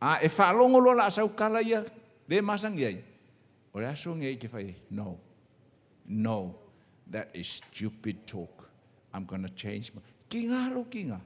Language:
Samoan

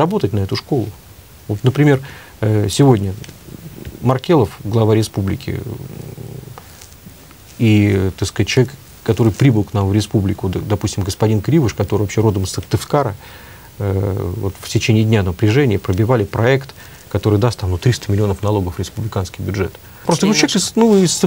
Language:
Russian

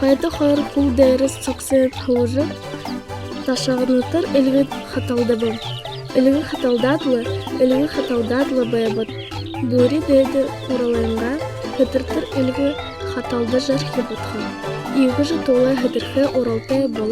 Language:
Buriat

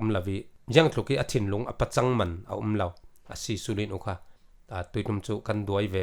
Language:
Falam Chin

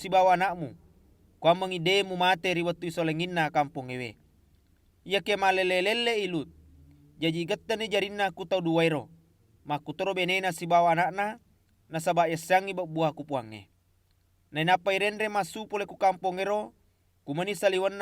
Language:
Buginese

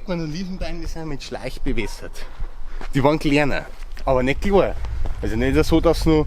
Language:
Bavarian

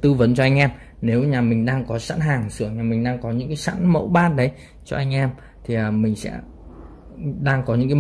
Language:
Vietnamese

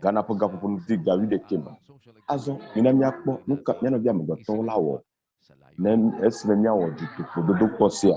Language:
Ewe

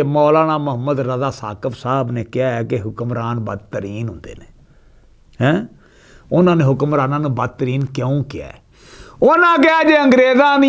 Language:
Western Panjabi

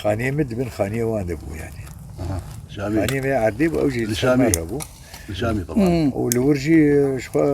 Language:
Kurdish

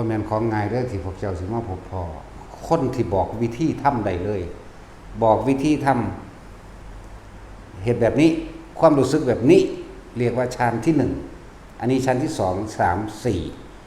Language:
Northeastern Thai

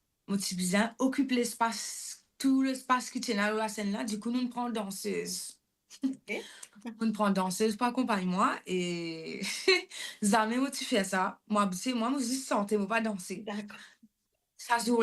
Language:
Morisyen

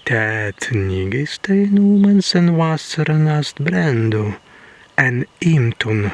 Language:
Prussian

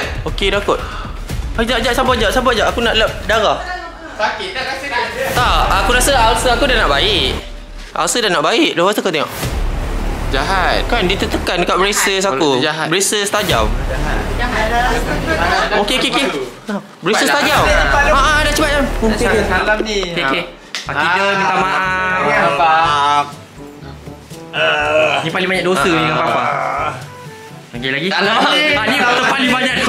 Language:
Malay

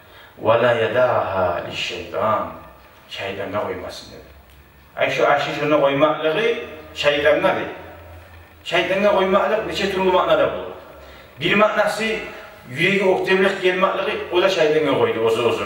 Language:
Kumyk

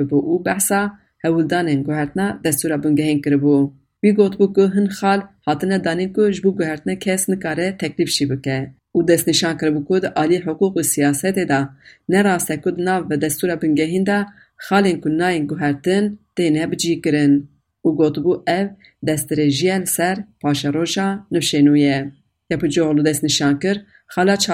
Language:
Kurdish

